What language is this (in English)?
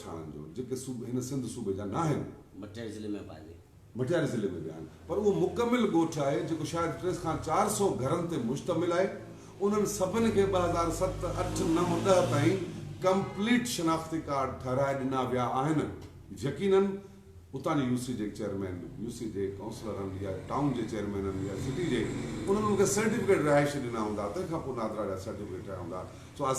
Sindhi